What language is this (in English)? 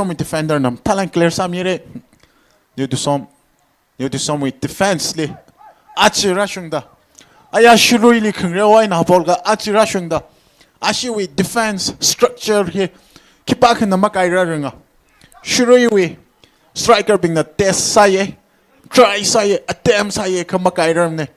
Tangkhul Naga (India)